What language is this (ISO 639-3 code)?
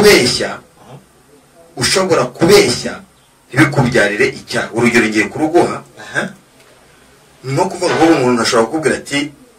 kin